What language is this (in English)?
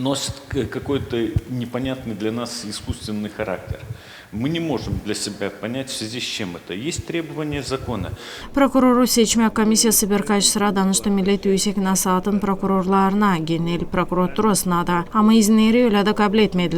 Gagauz